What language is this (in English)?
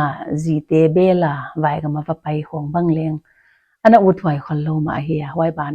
Paite Chin